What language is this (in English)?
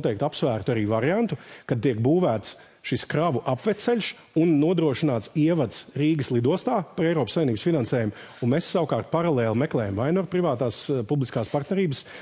Latvian